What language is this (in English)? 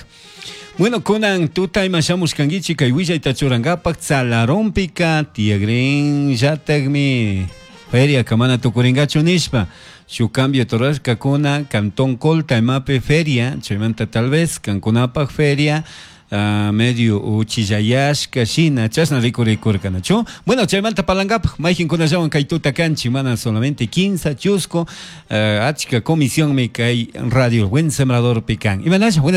Chimborazo Highland Quichua